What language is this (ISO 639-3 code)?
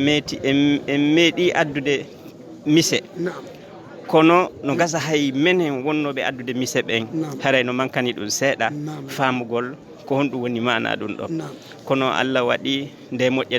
ful